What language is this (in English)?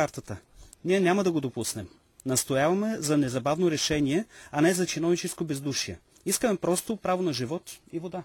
Bulgarian